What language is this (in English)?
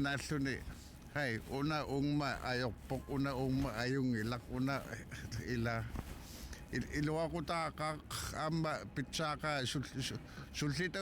Kalaallisut